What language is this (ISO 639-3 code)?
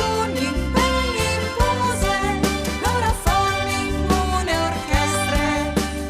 fur